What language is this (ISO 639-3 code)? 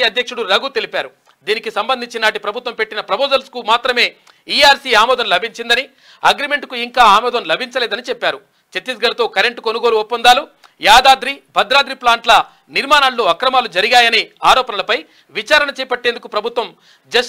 tel